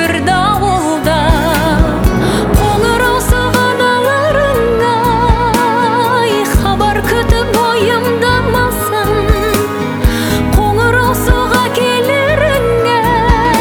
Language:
Kazakh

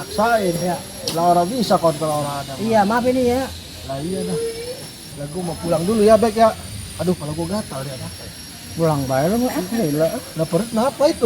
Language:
Betawi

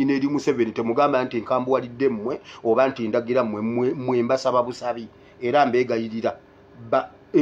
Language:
Ganda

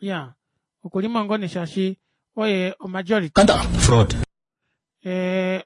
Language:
Kuanyama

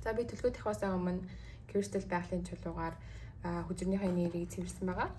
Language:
Mongolian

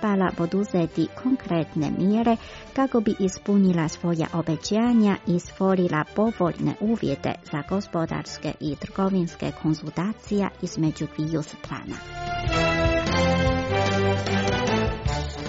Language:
Croatian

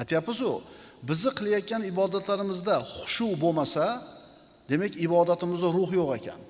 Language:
Uzbek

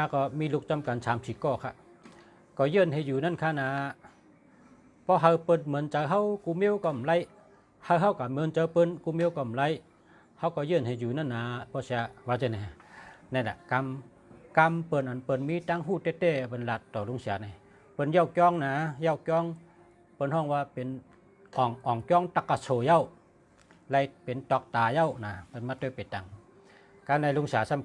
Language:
Shan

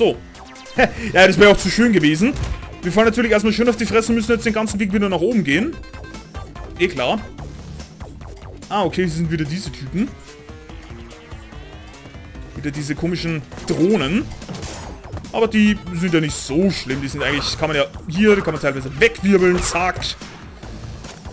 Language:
German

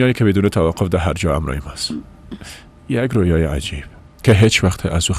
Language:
Persian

